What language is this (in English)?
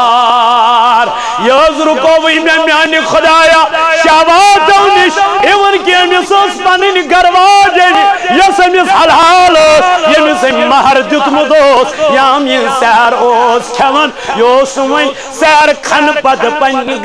Kashmiri